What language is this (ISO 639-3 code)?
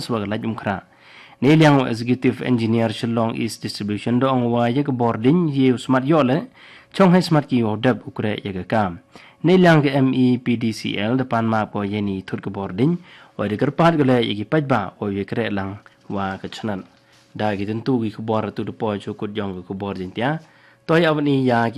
kha